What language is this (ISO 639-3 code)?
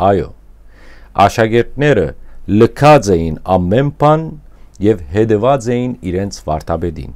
hyw